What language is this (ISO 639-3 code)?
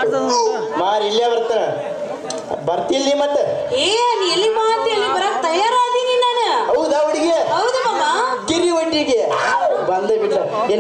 kan